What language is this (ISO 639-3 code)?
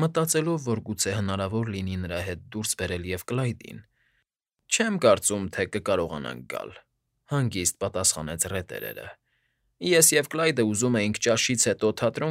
hye